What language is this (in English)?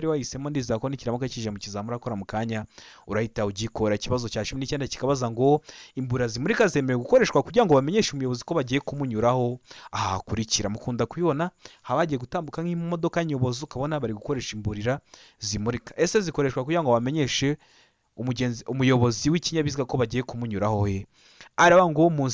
Kinyarwanda